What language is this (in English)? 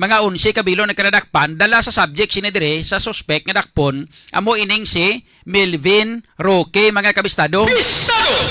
Hiligaynon